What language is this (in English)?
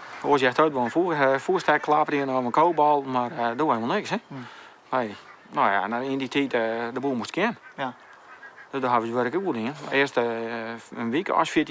Western Frisian